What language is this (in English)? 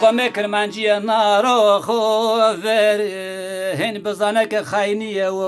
Zaza